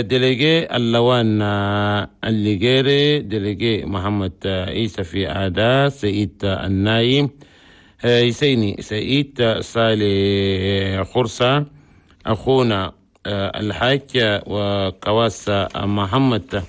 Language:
Chadian Arabic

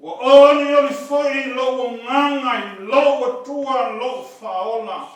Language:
Samoan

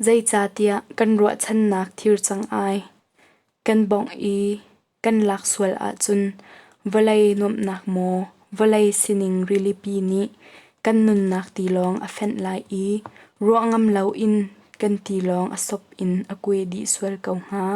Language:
Hakha Chin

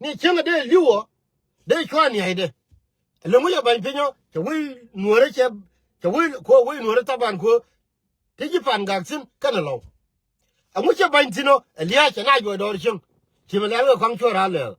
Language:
Nuer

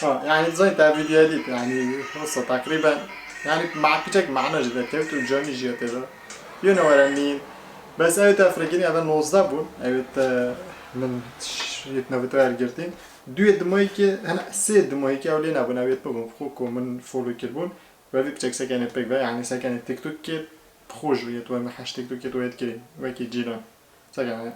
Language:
Kurdish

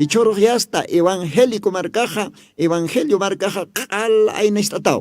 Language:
Aymara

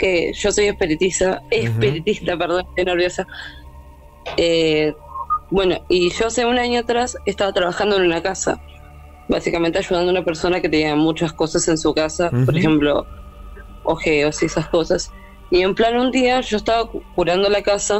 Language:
Spanish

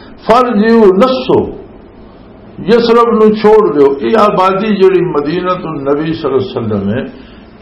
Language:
Western Panjabi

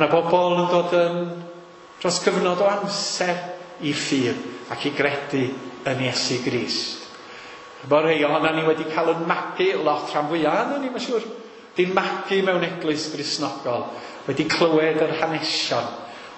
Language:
Welsh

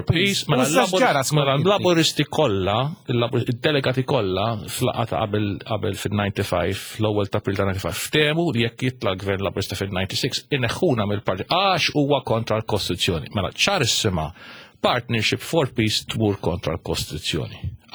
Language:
Maltese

